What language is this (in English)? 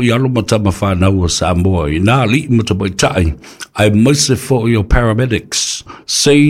Samoan